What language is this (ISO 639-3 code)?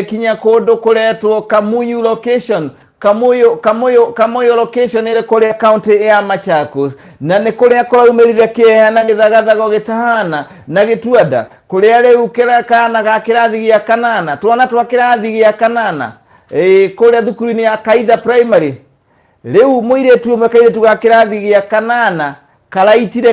kik